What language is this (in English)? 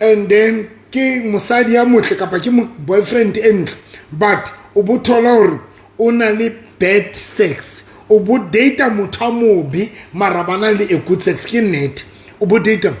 Southern Sotho